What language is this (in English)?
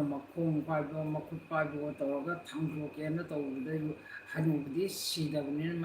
Manipuri